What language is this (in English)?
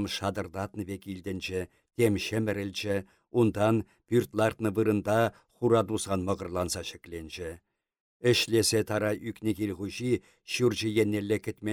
Chuvash